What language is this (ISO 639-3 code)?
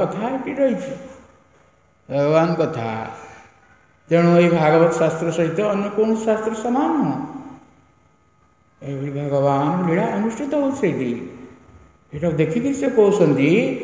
ori